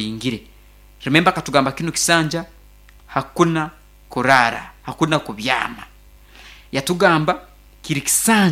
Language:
Nyankole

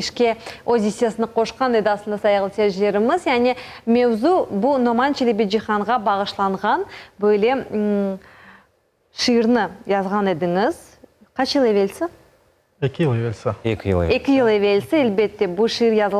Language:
Crimean Tatar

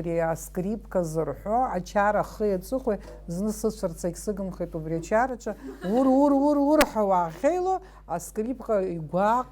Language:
Abkhazian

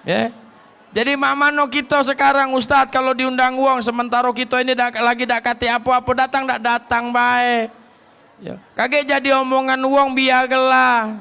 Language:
Musi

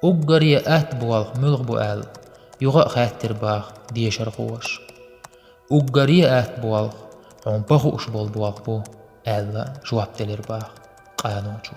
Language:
Chechen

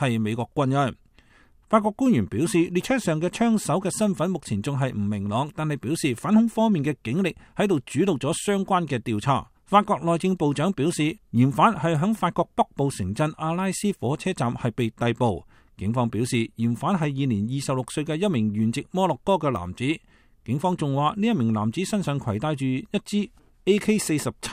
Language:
Cantonese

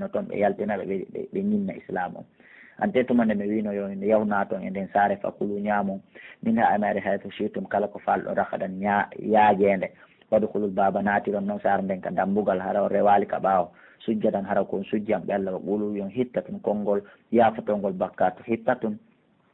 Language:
Pular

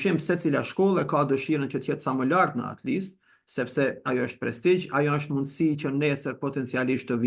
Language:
Albanian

